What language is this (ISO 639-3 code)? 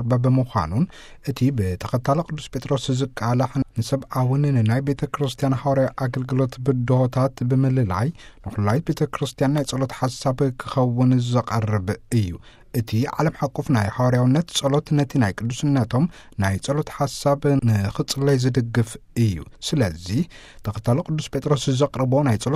tir